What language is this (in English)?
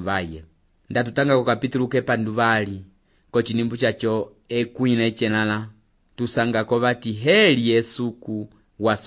Umbundu